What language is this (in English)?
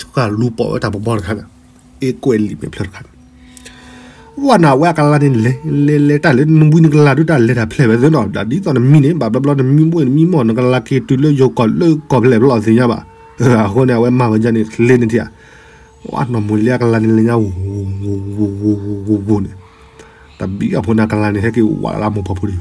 S'gaw Karen